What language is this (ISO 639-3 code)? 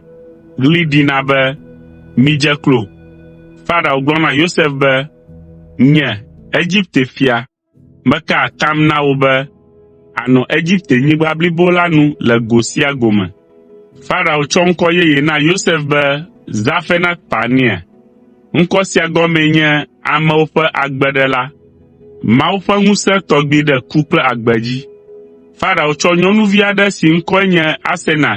ewe